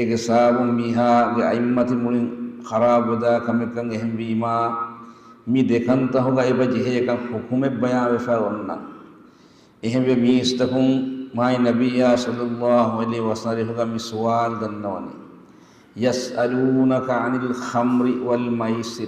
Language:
Divehi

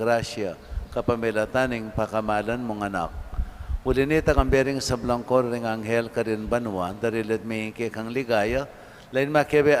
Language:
Pampanga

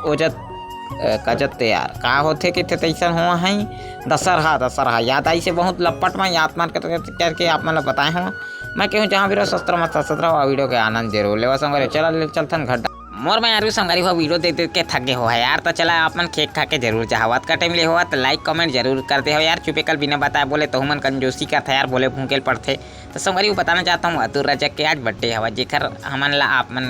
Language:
Chhattisgarhi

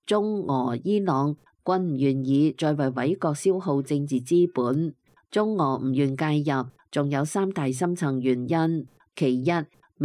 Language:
Cantonese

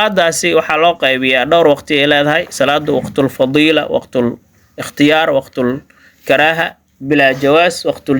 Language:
Somali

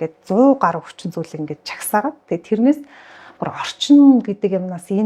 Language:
Mongolian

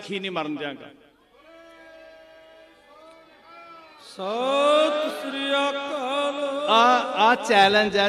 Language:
Punjabi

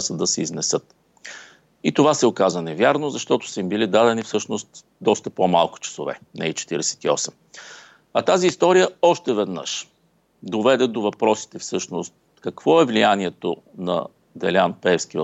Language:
Bulgarian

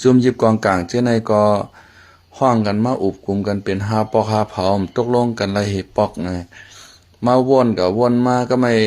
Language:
Shan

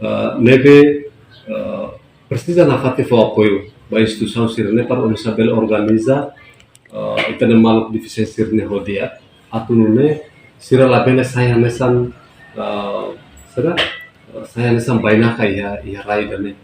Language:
Tetum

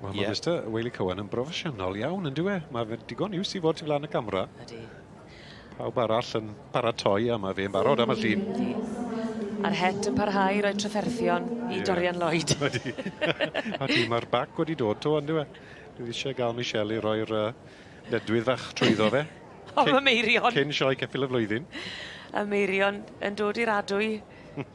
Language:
Welsh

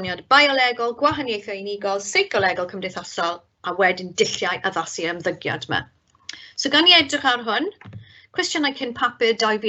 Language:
Welsh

